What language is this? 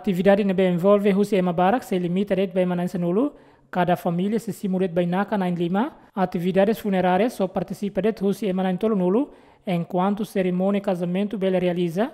Tetum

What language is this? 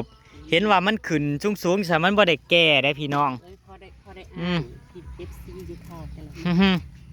Northeastern Thai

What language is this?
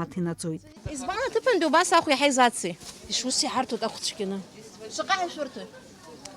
Abkhazian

